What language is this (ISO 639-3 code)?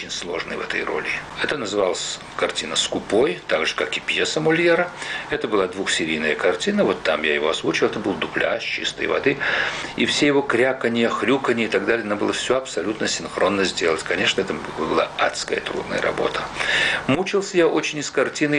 rus